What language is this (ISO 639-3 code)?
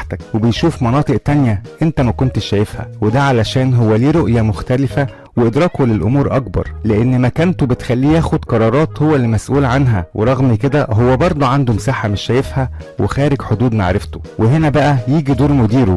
arz